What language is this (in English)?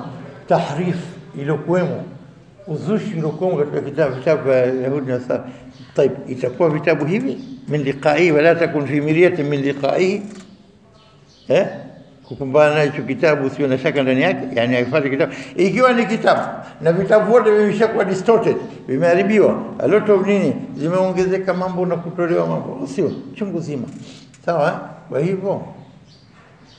Swahili